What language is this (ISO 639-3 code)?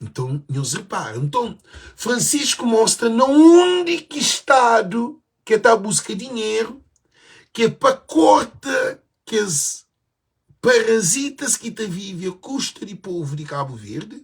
kea